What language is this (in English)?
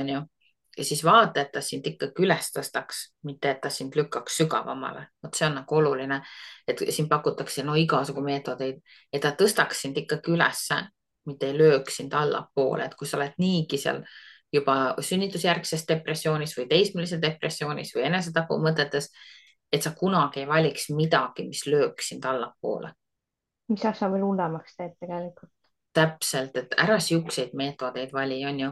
Estonian